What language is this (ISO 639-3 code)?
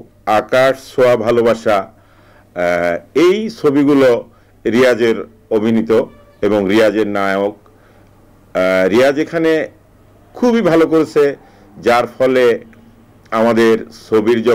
ben